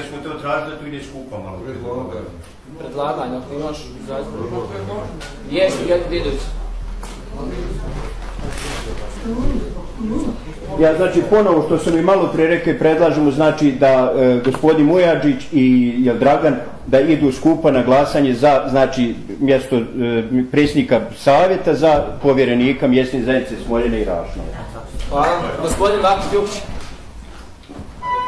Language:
Bosnian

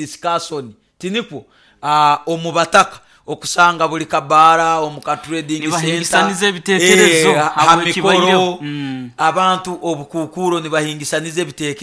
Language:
Nyoro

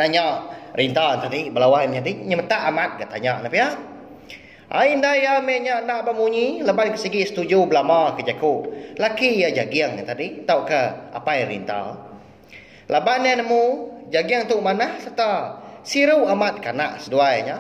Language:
Iban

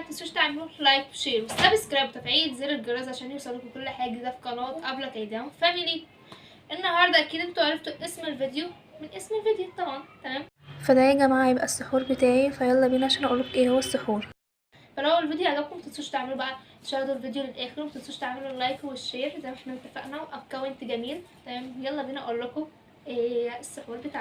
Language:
Egyptian Arabic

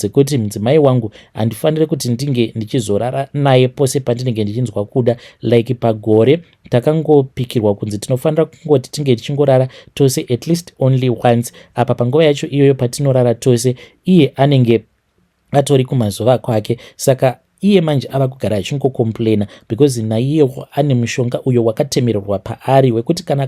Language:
Shona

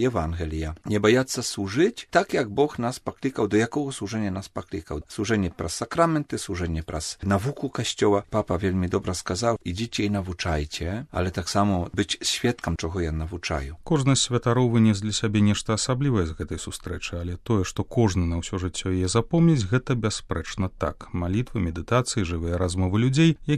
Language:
Belarusian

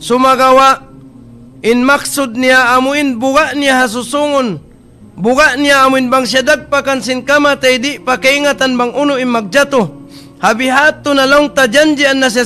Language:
Tausug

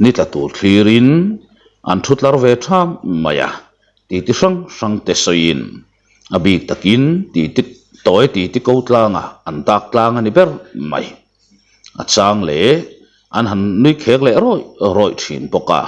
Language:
Mizo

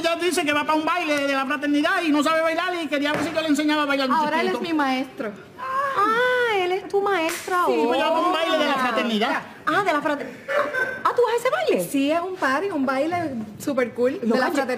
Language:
Spanish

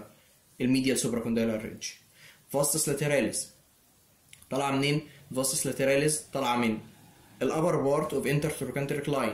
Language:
Egyptian Arabic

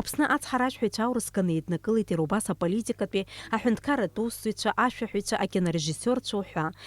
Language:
Abkhazian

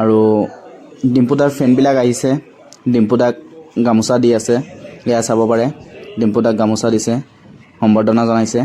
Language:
Assamese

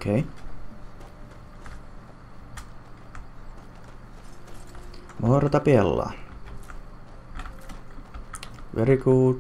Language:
English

